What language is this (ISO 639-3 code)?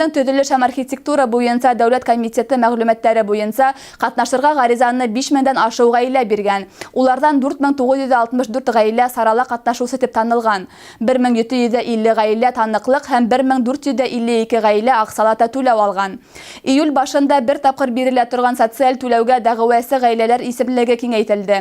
bak